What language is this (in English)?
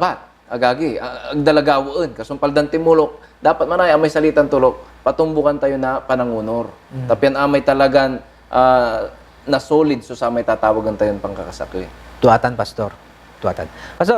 Pangasinan